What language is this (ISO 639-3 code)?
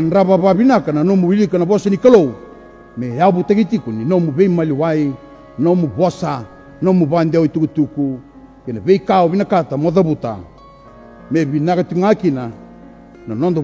fij